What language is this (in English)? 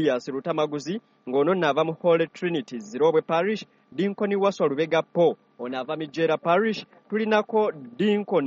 Ganda